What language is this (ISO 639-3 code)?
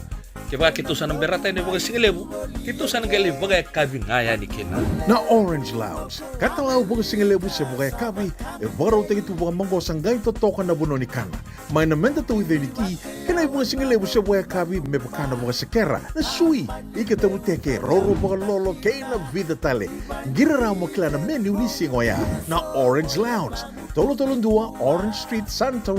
fij